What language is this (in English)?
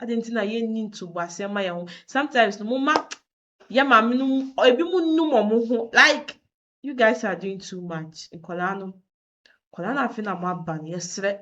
Akan